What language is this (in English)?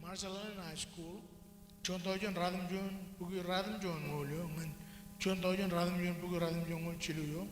Marshallese